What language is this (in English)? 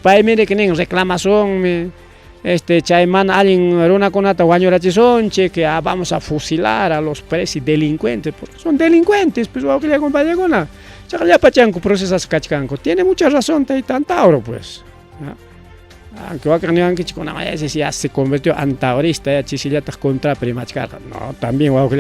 Ayacucho Quechua